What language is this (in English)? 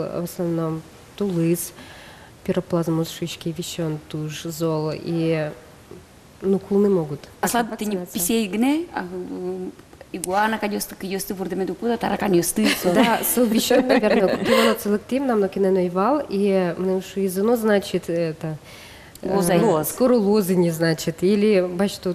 Udmurt